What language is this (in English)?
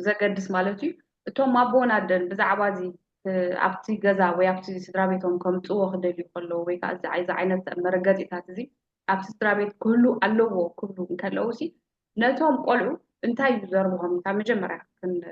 Tigrinya